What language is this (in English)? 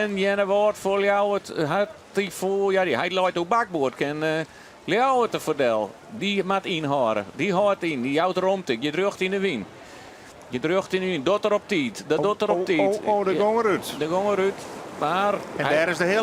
Western Frisian